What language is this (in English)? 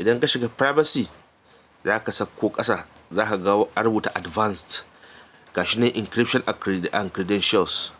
Hausa